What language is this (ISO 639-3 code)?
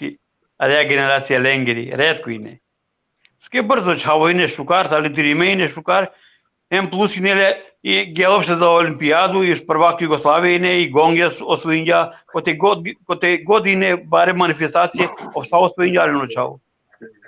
rmn